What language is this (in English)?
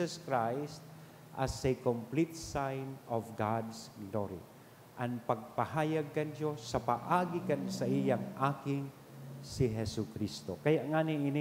Bikol